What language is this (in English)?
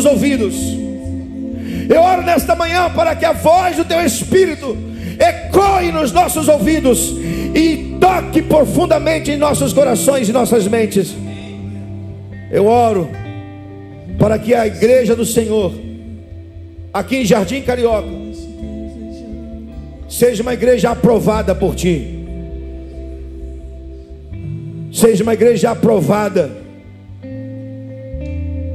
Portuguese